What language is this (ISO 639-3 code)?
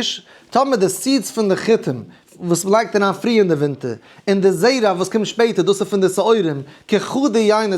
yid